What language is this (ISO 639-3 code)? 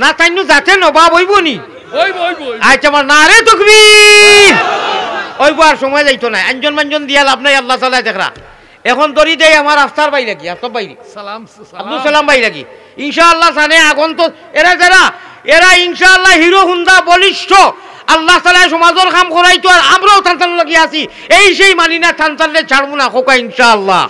syl